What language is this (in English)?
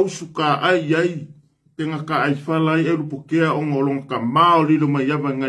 Samoan